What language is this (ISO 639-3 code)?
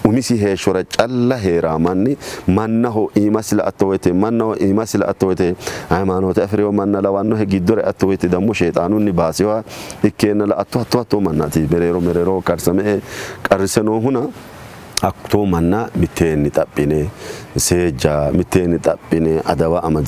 sid